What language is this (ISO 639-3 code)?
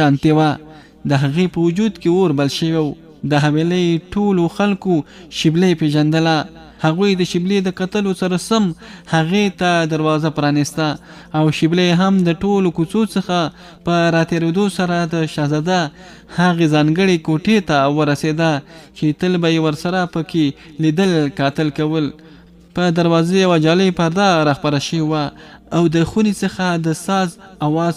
pus